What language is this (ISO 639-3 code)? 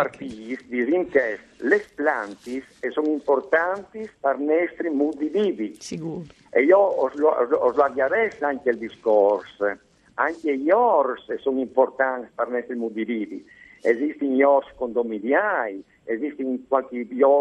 fur